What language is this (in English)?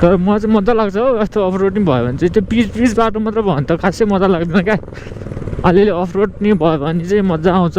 Nepali